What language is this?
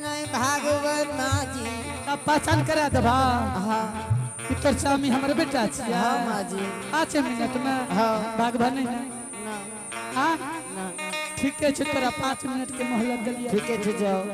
Angika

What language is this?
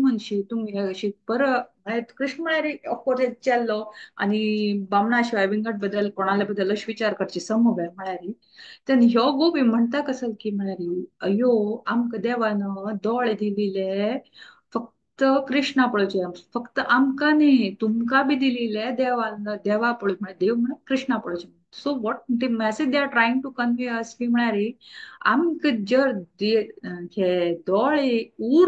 Konkani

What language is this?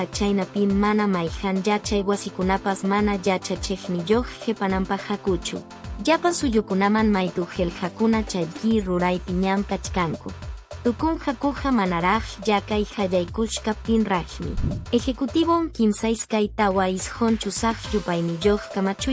Quechua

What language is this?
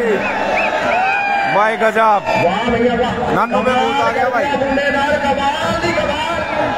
Hindi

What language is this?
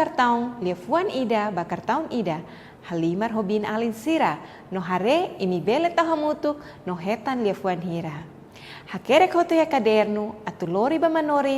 Tetum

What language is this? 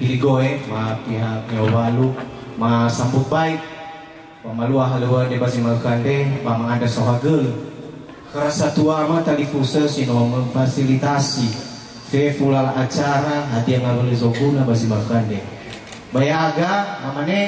Nias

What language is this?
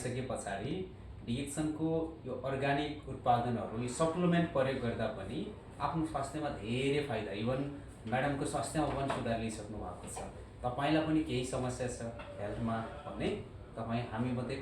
Nepali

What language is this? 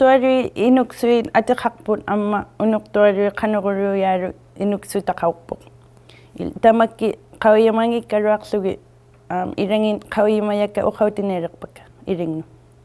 Inuktitut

